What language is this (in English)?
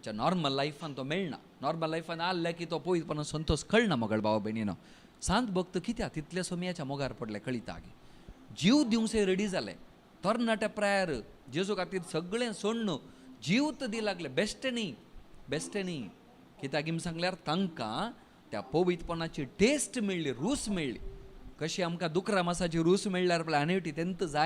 Konkani